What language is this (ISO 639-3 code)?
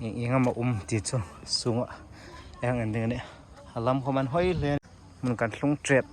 hmr